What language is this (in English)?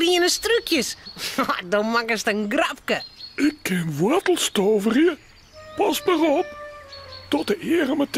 Western Frisian